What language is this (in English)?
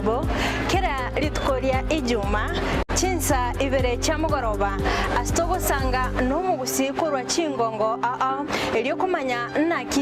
Gusii